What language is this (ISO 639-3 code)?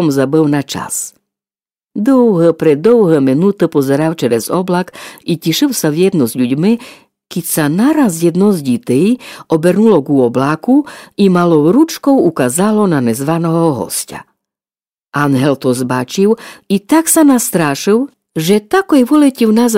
rue